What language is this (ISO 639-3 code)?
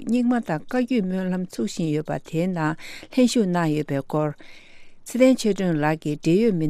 bod